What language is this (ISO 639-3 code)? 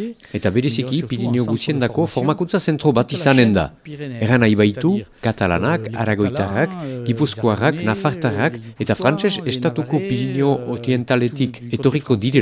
eus